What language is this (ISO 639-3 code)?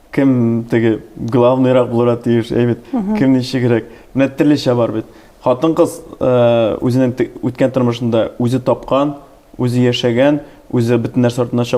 tat